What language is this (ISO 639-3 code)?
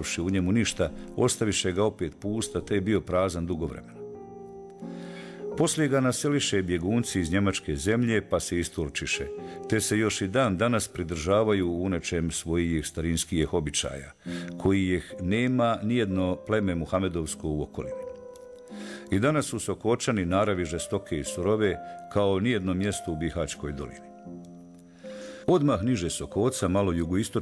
bos